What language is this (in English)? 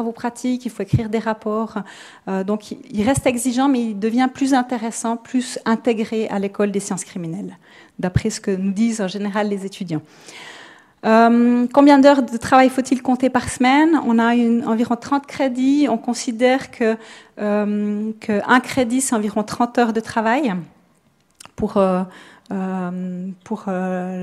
French